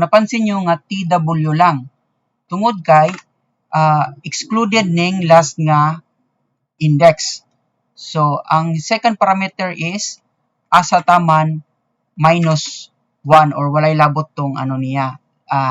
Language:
Cebuano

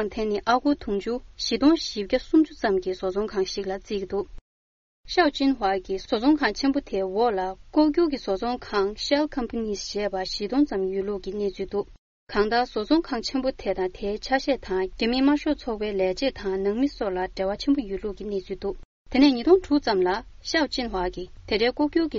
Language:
Tibetan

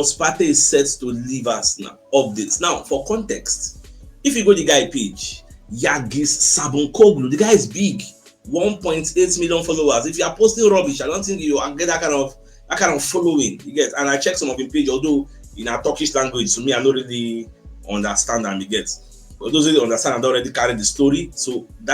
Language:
Nigerian Pidgin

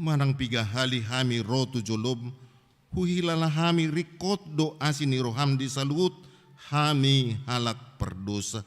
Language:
Batak Toba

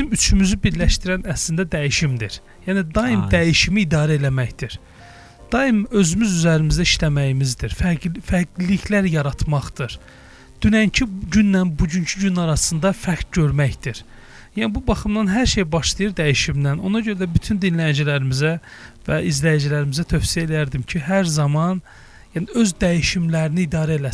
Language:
Azerbaijani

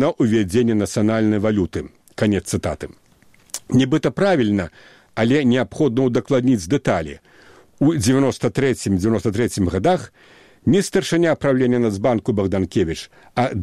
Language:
Belarusian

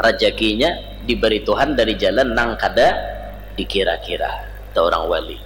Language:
Banjar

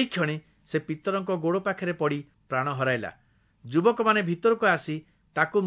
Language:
Odia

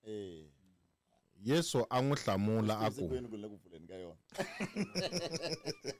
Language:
Tsonga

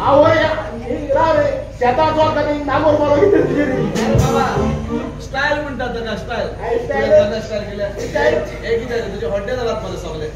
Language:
Konkani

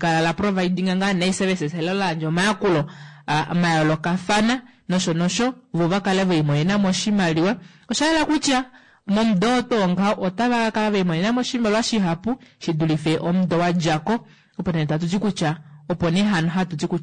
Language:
Kuanyama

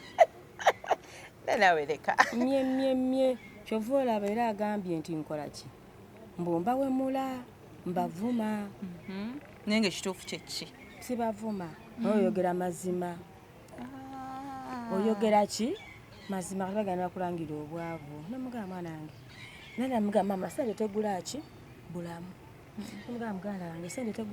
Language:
Ganda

